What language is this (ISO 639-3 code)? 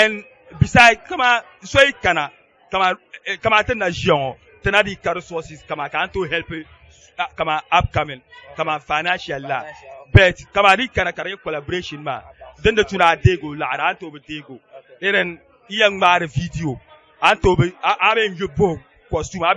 dag